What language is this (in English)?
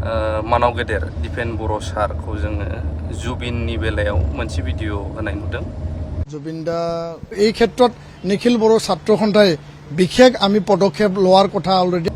Bodo